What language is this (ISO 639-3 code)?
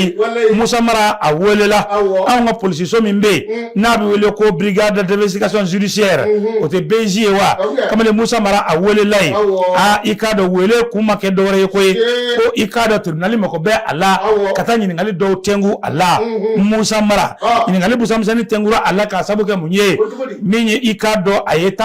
bam